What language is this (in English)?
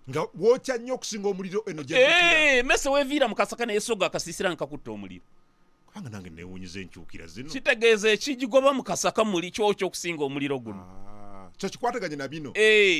Ganda